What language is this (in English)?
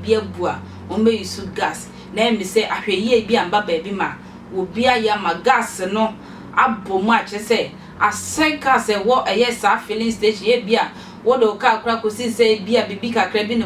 Akan